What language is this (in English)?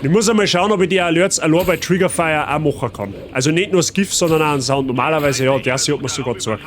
Bavarian